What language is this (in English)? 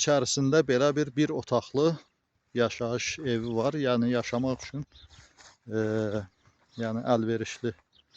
Azerbaijani